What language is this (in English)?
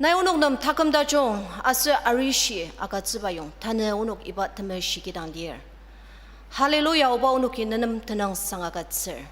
Ao Naga